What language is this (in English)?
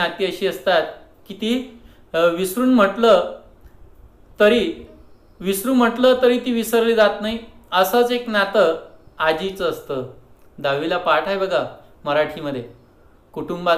Marathi